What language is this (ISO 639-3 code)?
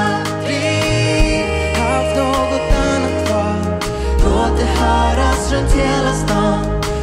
swe